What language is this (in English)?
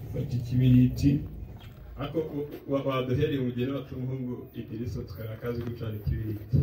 Kinyarwanda